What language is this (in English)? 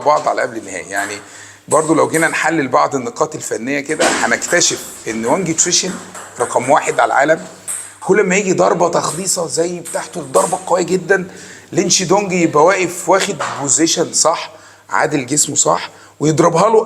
Egyptian Arabic